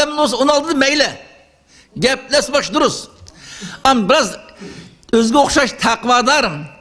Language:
Uyghur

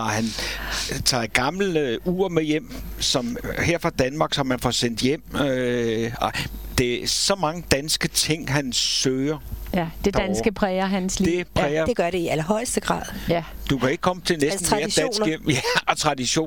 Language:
Danish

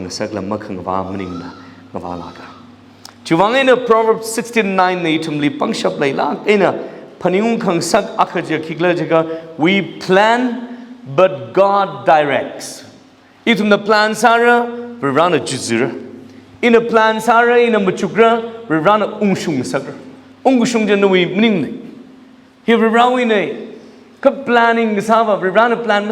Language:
Tangkhul Naga (India)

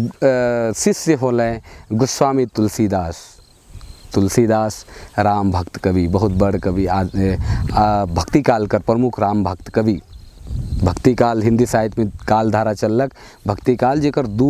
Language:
Sadri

